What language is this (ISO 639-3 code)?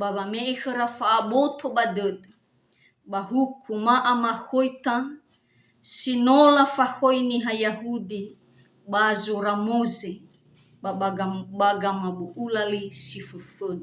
nia